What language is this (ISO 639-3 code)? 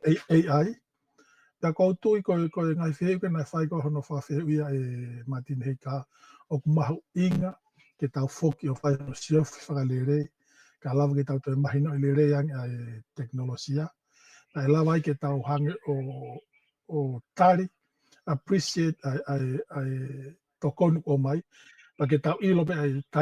ton